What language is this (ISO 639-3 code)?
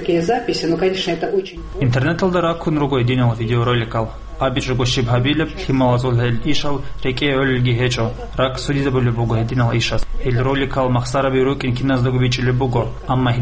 ava